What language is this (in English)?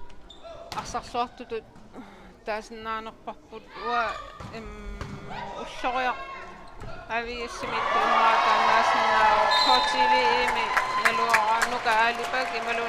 Kalaallisut